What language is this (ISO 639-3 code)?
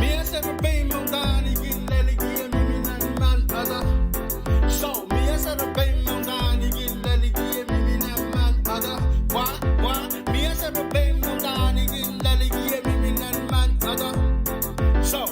pon